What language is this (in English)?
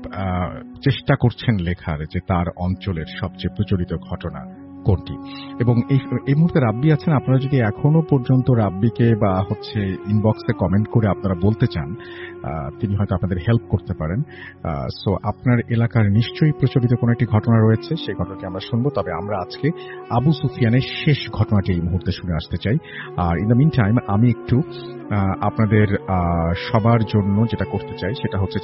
Bangla